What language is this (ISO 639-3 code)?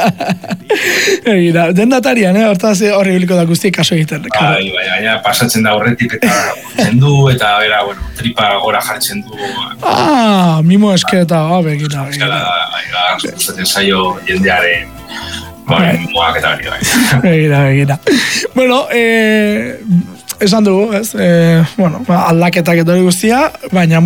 eus